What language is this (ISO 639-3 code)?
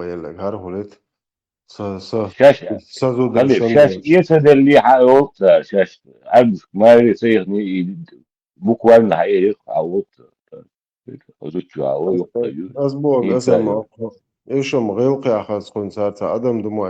che